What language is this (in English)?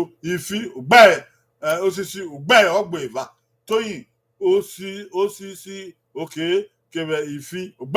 Bini